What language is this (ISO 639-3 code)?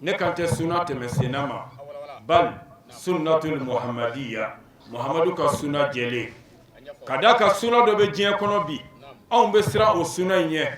bam